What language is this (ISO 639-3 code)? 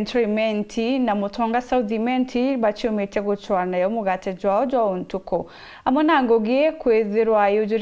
mer